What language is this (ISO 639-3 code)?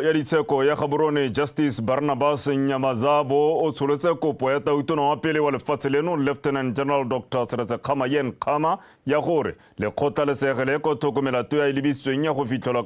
tsn